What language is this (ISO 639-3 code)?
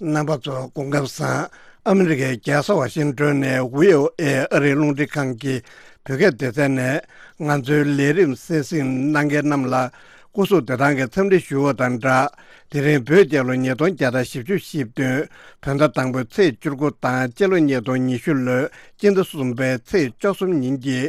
bod